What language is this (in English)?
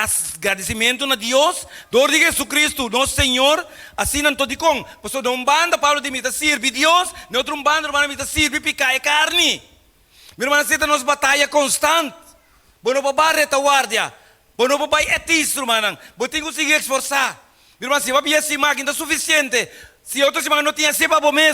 Papiamento